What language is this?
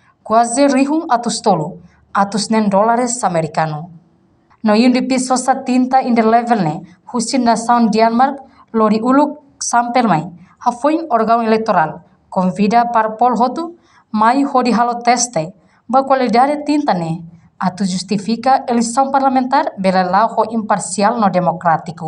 Tetum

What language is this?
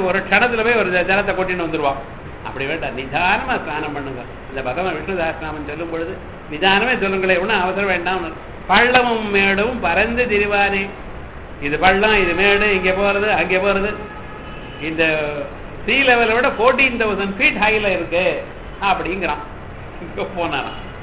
Tamil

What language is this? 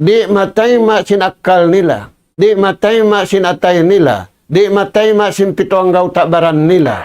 Tausug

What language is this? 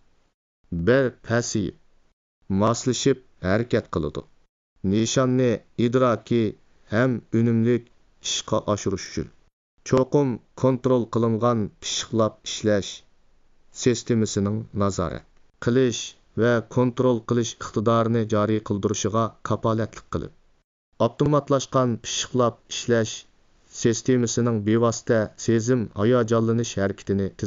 Uyghur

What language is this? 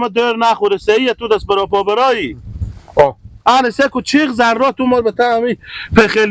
Hazaragi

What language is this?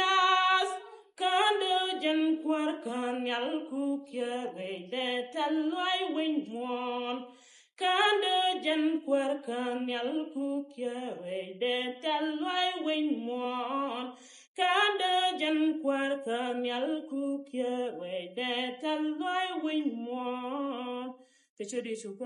Nuer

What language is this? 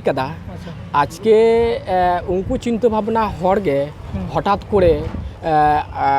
Santali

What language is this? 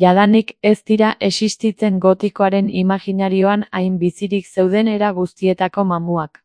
Basque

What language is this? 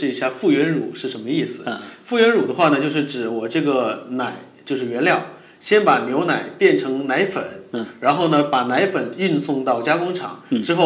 Chinese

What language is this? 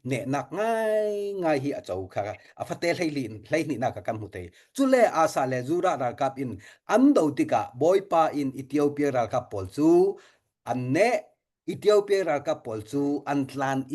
Falam Chin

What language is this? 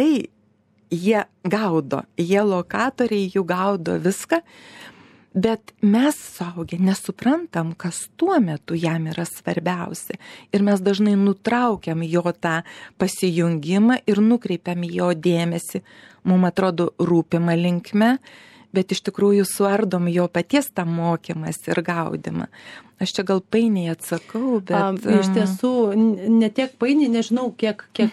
Lithuanian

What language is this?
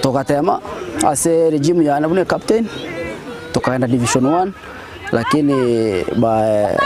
Gusii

